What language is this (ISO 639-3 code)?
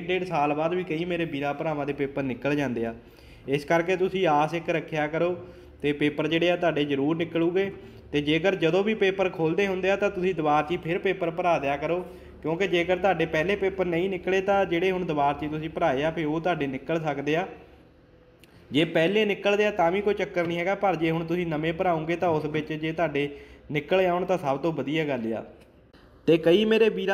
pan